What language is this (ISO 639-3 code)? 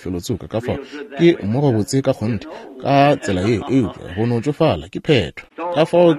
nso